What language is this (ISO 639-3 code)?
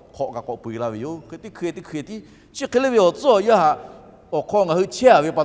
lhu